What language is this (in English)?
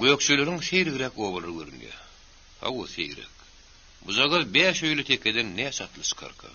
Turkmen